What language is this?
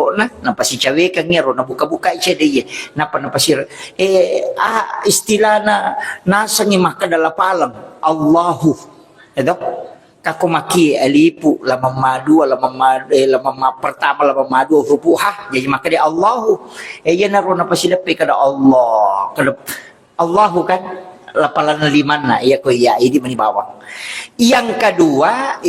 Buginese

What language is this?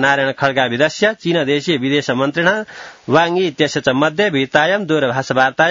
Sanskrit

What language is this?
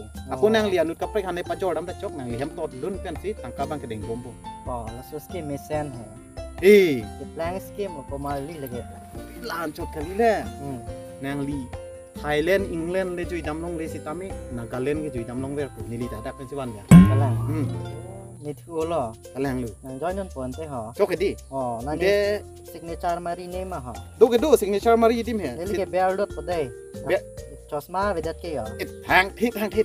Karbi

